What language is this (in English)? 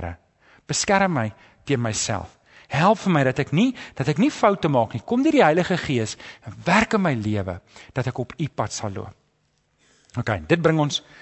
Afrikaans